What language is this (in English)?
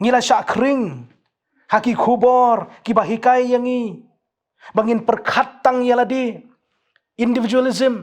Khasi